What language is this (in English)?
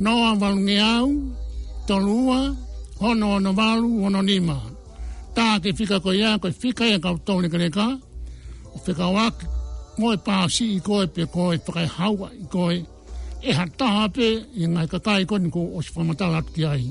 Tongan